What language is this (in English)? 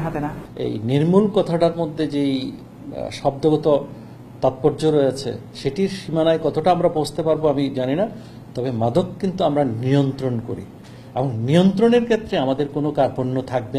Bangla